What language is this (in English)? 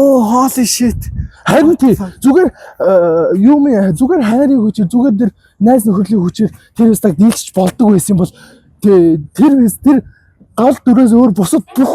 Mongolian